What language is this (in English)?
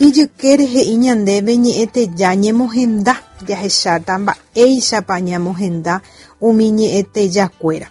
Guarani